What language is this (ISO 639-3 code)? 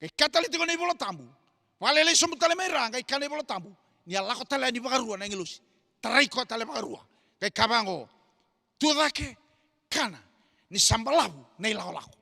fij